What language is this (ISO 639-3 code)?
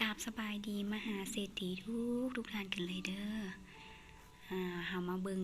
lao